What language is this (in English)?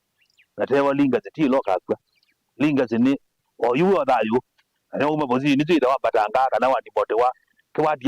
Kamba